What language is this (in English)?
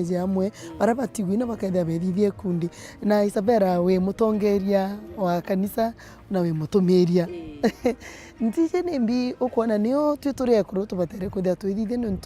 Meru